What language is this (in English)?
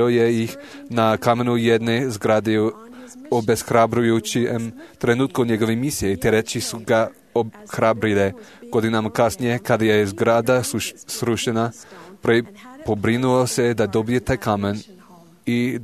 Serbian